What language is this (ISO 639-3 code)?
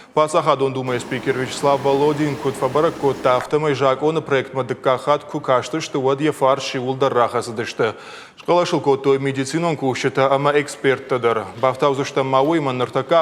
oss